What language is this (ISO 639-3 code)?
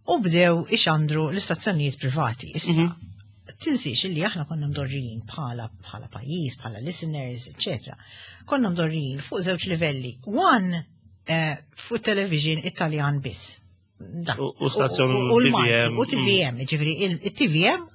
mlt